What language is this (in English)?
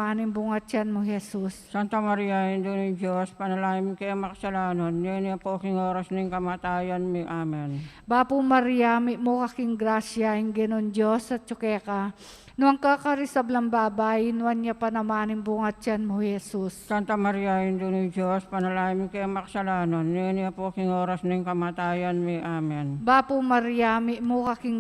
Pampanga